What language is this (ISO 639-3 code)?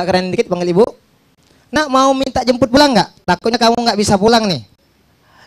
mui